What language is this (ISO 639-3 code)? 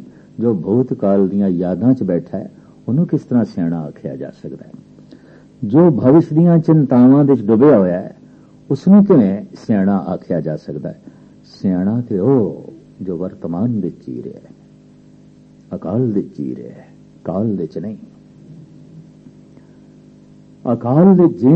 pan